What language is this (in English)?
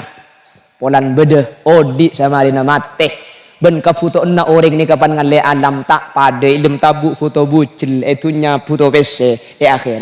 Madurese